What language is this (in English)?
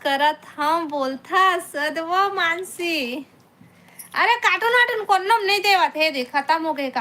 Chhattisgarhi